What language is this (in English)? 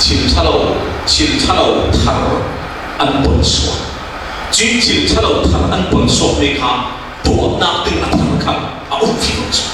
Falam Chin